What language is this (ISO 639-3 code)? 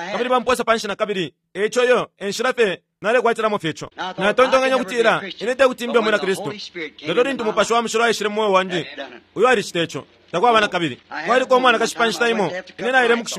bem